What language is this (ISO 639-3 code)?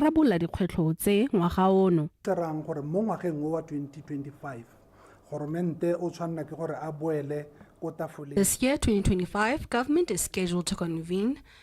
tsn